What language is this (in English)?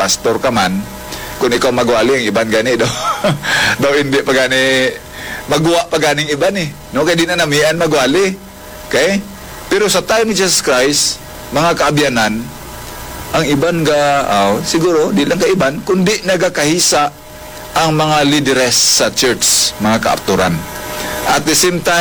Hiligaynon